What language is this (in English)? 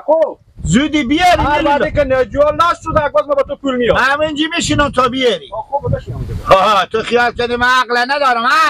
Persian